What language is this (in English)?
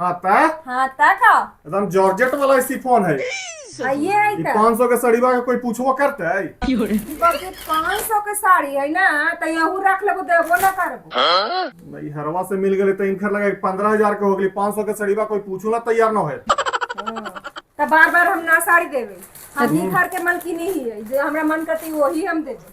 Magahi